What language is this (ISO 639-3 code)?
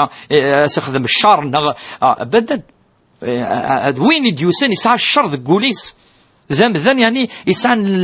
kab